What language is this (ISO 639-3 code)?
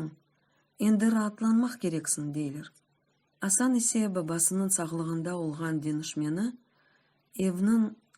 crh